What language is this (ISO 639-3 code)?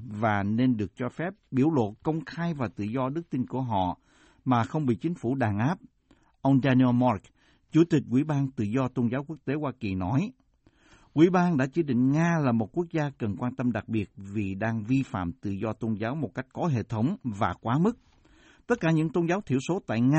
vie